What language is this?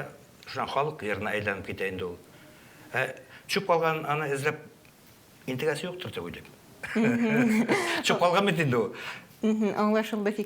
Tatar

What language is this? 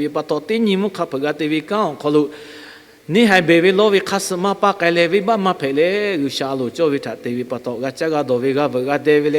Lahu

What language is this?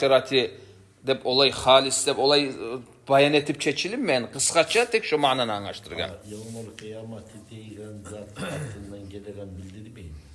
Kumyk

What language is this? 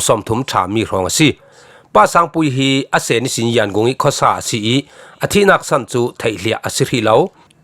Falam Chin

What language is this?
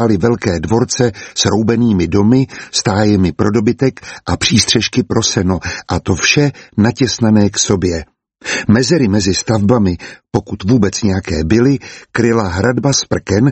Czech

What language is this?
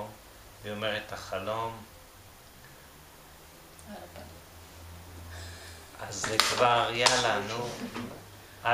Hebrew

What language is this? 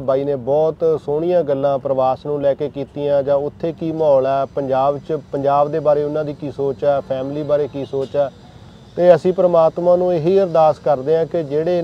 Punjabi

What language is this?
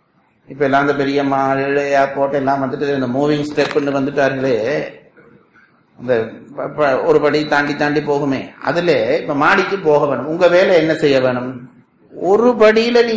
Tamil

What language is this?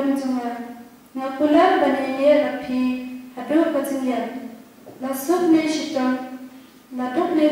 Khasi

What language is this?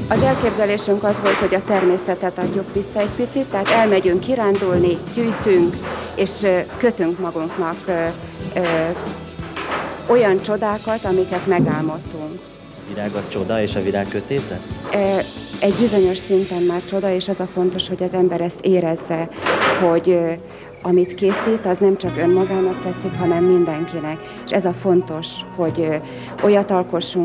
Hungarian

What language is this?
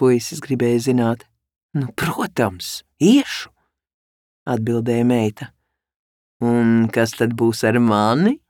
Latvian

